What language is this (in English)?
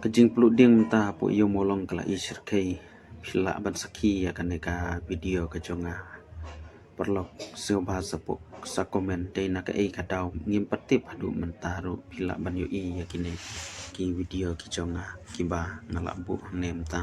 Khasi